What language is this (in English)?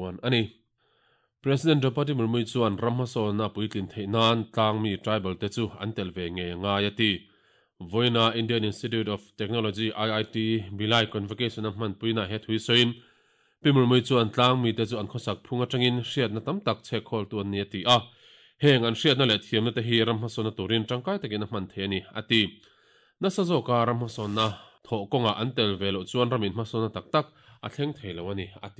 Mizo